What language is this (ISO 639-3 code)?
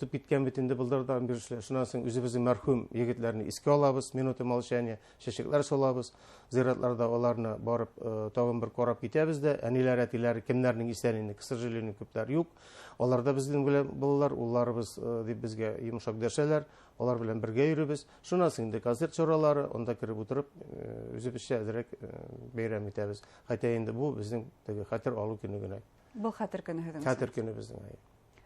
bak